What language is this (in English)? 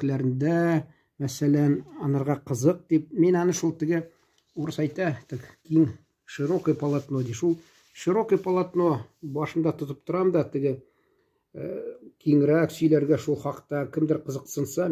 Tatar